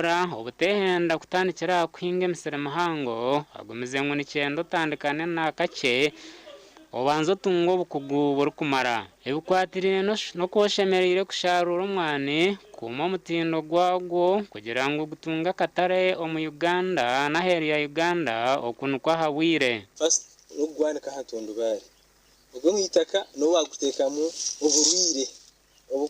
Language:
Nyankole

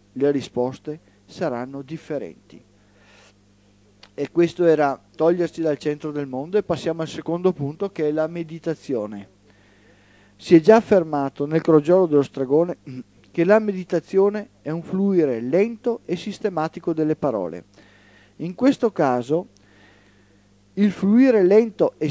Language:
Italian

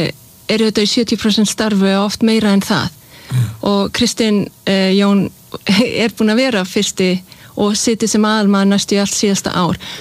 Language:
Icelandic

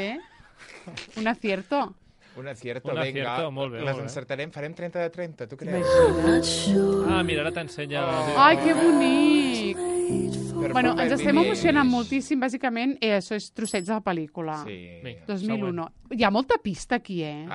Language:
Catalan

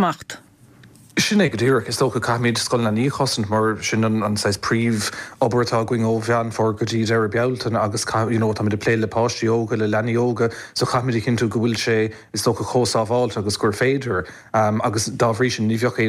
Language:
Irish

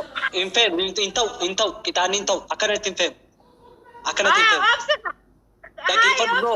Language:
Oromo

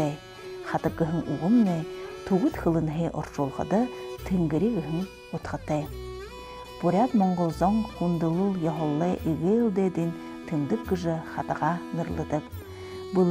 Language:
Buriat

